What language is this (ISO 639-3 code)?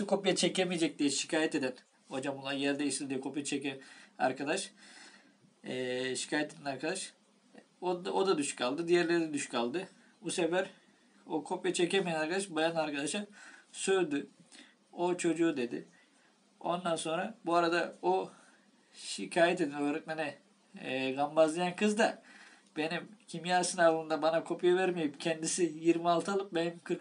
tur